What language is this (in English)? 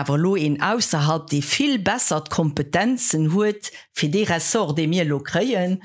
Luxembourgish